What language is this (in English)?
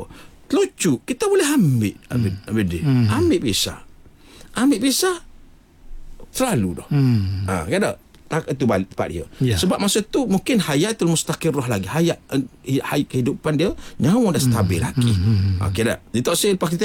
Malay